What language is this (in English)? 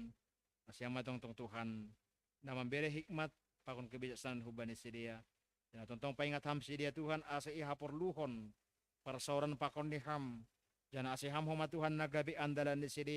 Batak Simalungun